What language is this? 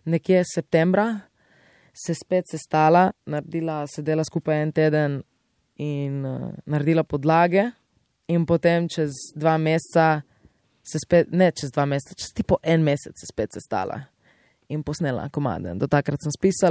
Slovenian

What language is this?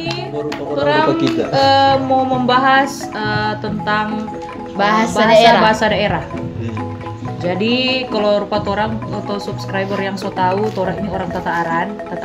Manado Malay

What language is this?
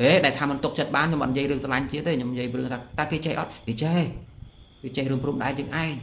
Khmer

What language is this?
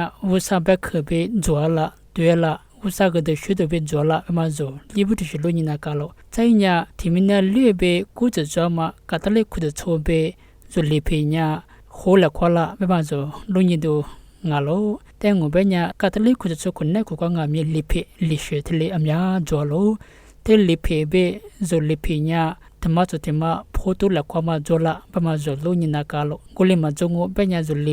Lisu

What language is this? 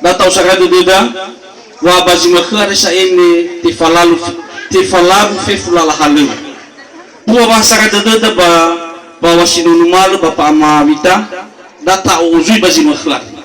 Nias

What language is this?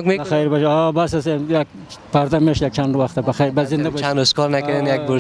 Persian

